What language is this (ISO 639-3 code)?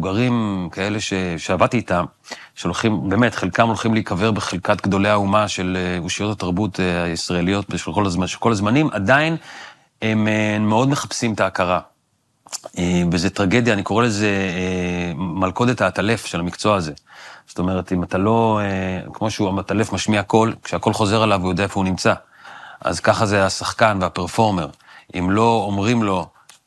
heb